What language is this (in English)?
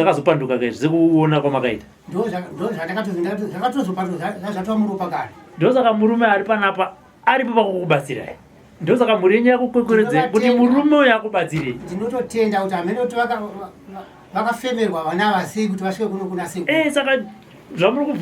Shona